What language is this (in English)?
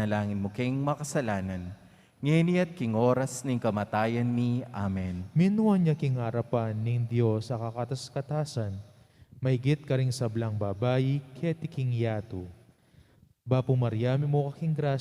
Pampanga